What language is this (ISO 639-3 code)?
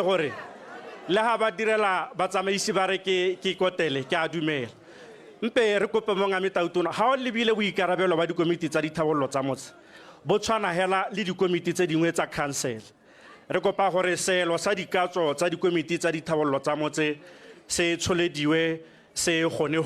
tsn